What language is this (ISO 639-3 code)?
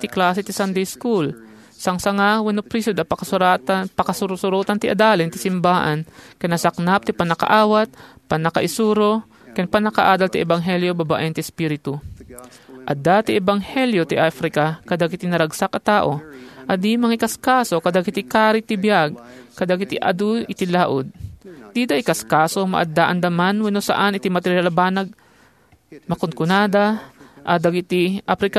ilo